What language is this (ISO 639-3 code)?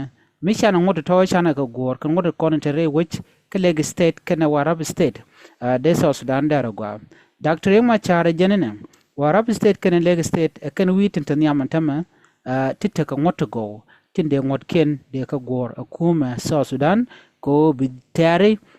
nus